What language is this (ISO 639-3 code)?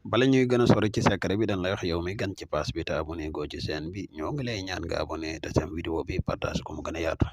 wol